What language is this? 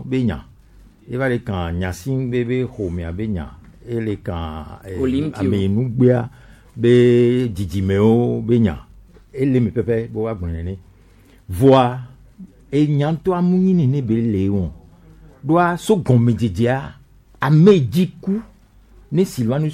Gen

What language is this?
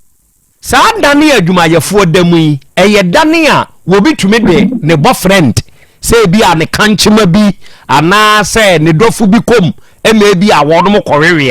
Akan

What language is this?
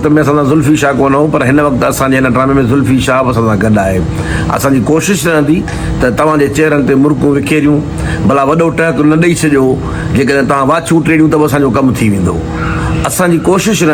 Sindhi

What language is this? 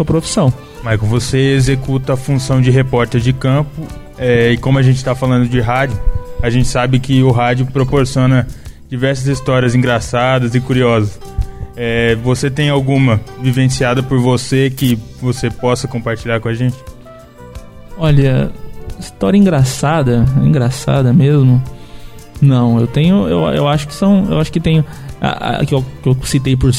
Portuguese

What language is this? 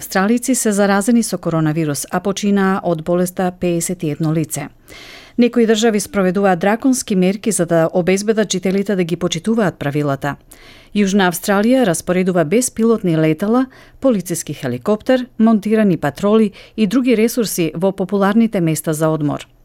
Macedonian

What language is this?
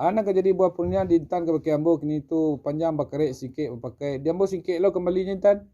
Minangkabau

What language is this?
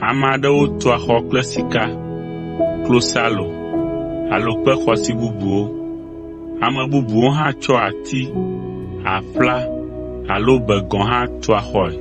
Ewe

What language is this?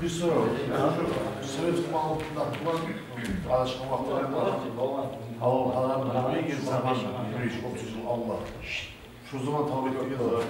Kumyk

